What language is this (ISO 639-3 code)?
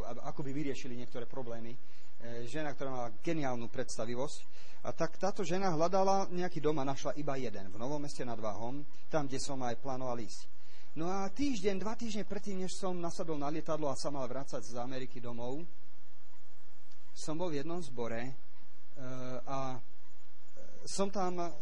slk